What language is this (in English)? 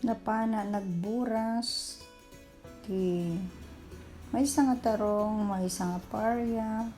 Iloko